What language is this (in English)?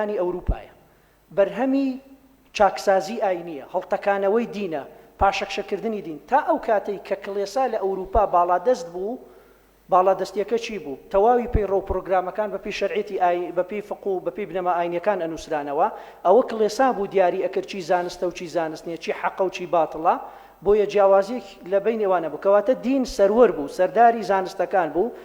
Central Kurdish